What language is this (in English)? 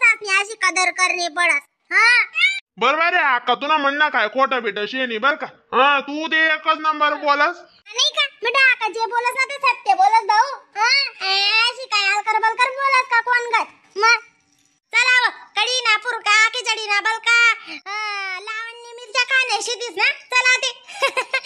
Khandesi